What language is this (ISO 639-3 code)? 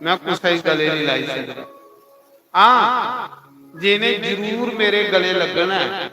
doi